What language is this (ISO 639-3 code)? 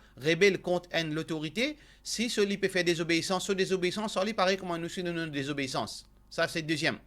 mfe